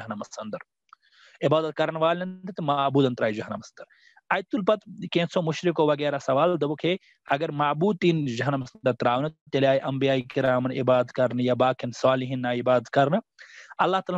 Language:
Kashmiri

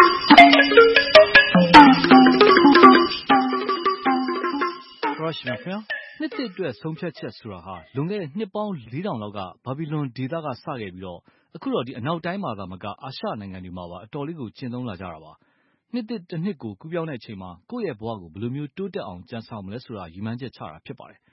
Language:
Burmese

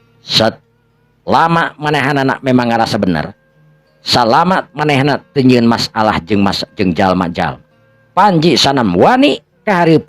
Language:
Sundanese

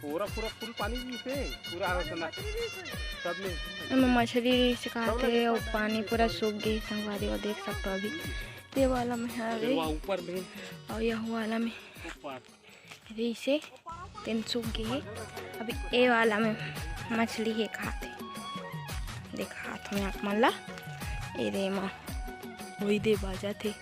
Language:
Chhattisgarhi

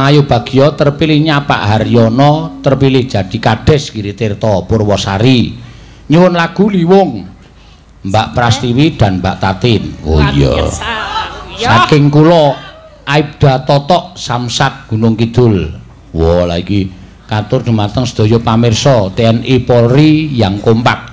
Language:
Javanese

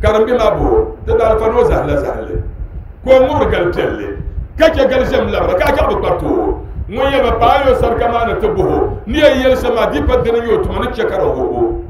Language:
Dagbani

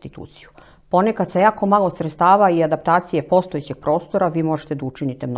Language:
Croatian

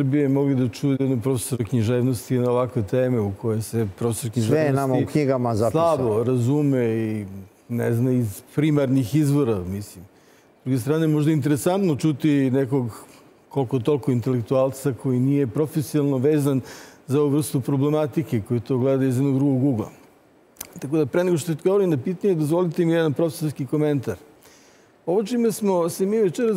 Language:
Serbian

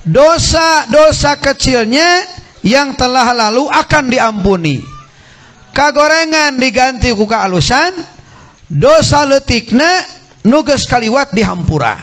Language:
Sundanese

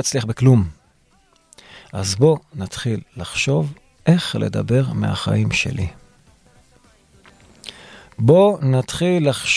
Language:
Hebrew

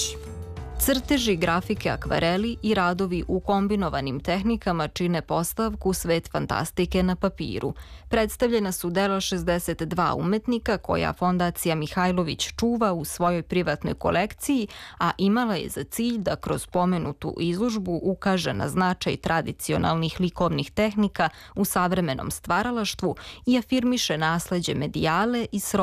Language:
Serbian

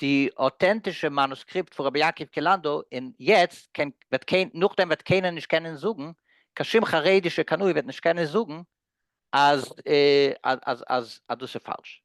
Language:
Yiddish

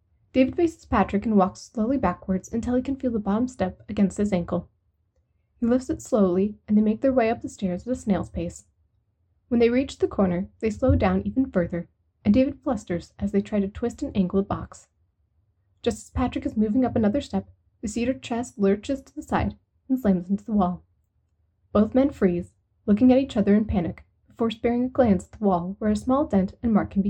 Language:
English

